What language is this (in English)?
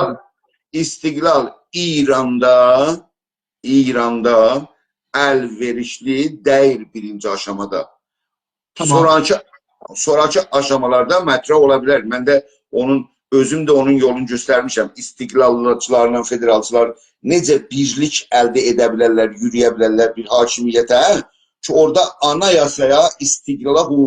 South Azerbaijani